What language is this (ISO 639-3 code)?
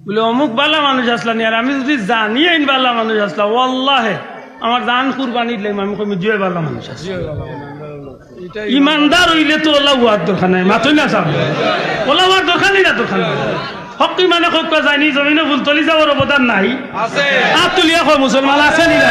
syl